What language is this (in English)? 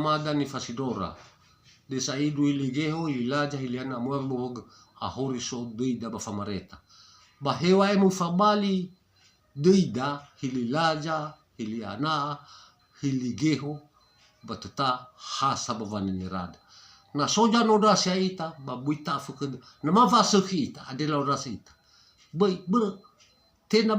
Nias